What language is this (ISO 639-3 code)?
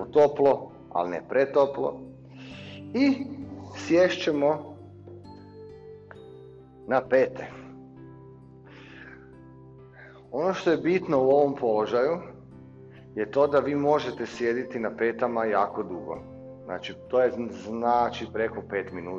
hrv